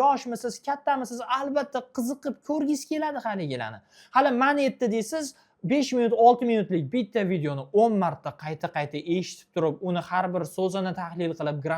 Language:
Uzbek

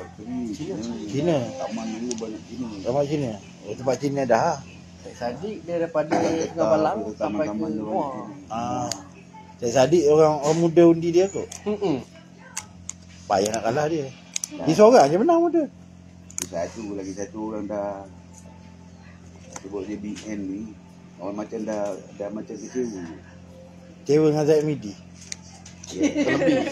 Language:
Malay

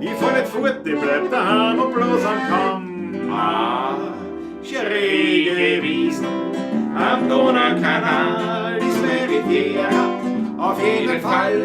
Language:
Bavarian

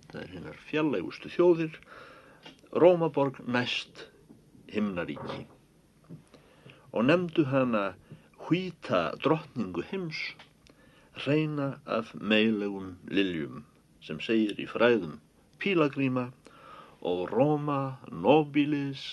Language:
Icelandic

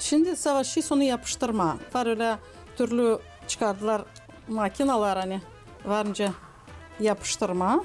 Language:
Gagauz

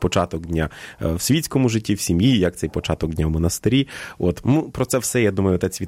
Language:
Ukrainian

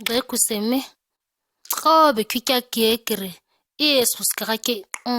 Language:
ǁGana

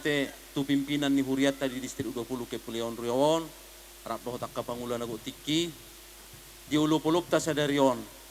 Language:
Batak Toba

